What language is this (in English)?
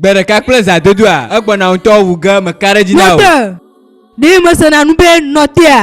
Ewe